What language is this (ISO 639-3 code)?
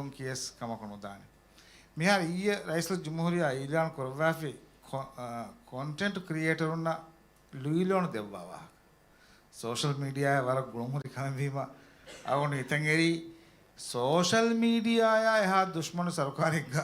div